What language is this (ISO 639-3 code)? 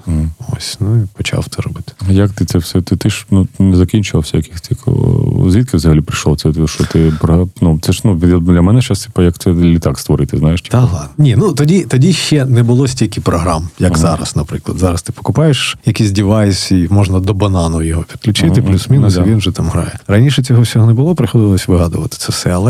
ukr